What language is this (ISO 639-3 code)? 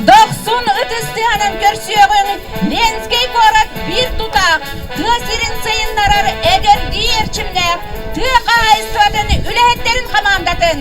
sah